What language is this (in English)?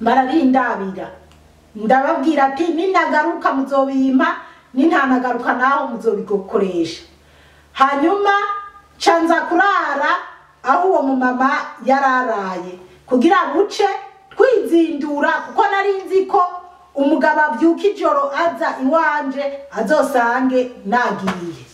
Rundi